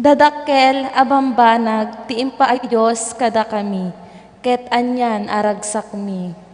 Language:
Iloko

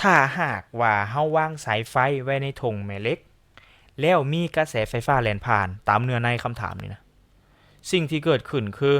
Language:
Lao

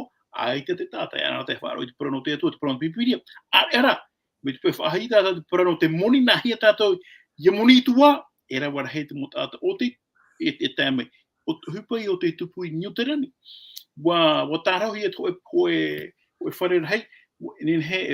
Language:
Tahitian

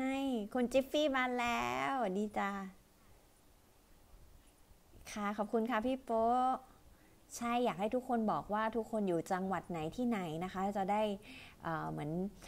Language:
Thai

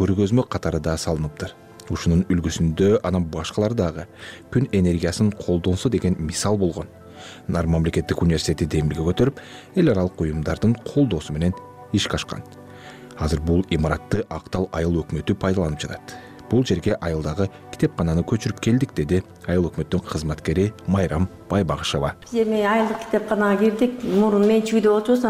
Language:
Kyrgyz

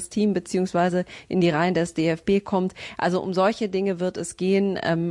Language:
German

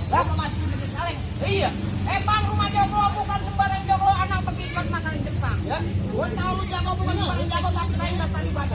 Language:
Betawi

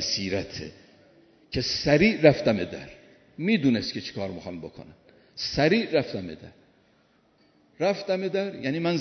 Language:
Persian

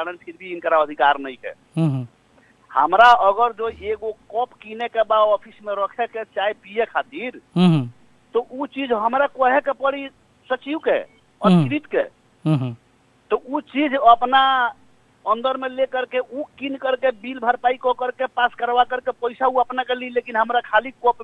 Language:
Bhojpuri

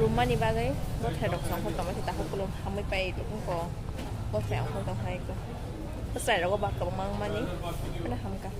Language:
Kok Borok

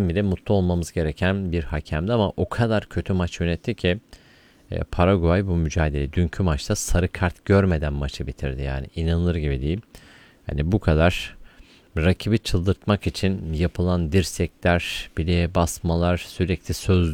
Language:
Turkish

